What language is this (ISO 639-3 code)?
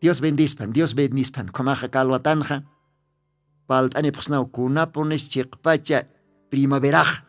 aym